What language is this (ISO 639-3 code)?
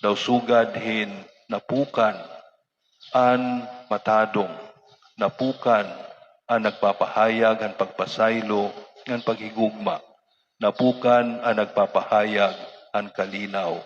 war